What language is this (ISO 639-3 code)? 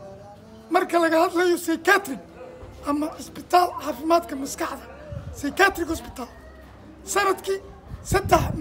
som